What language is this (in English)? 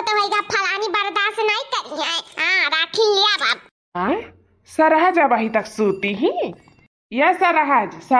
Awadhi